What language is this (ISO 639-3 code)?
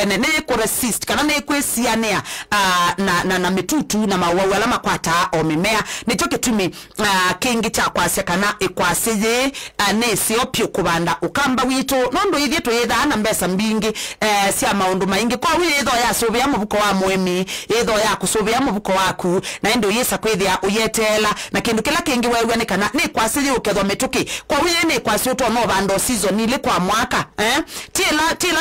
kam